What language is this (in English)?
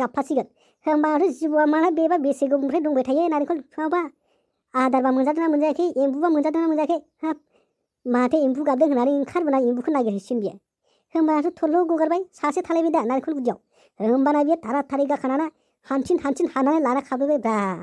Bodo